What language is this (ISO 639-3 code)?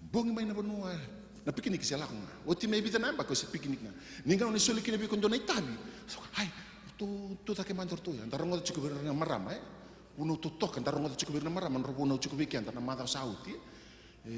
fij